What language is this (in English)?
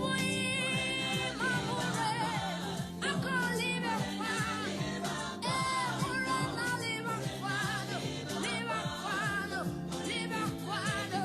Tswana